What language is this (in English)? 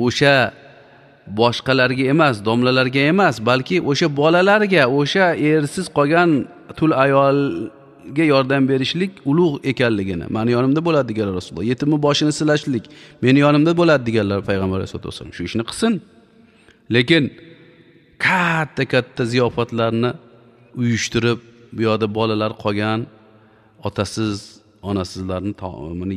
Uzbek